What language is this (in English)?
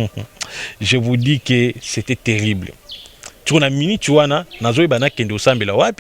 Lingala